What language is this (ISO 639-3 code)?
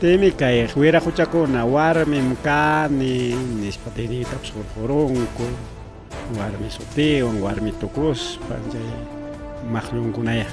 quy